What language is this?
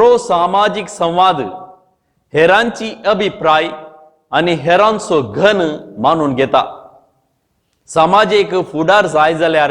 Konkani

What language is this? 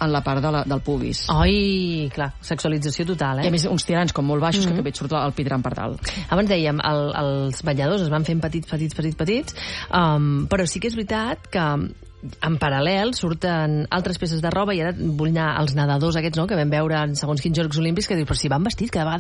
Catalan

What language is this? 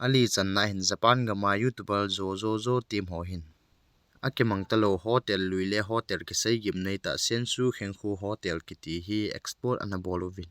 Thado Chin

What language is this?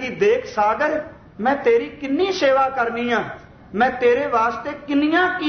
Punjabi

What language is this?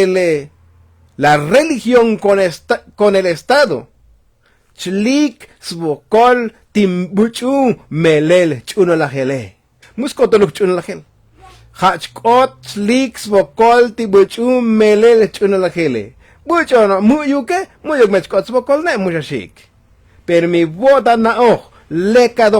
Tzotzil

